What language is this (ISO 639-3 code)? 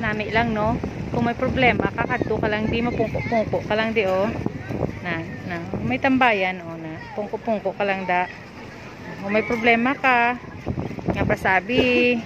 hil